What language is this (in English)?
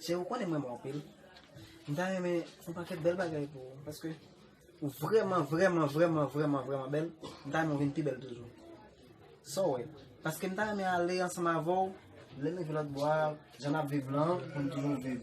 Haitian Creole